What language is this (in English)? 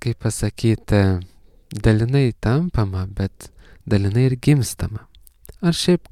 Lithuanian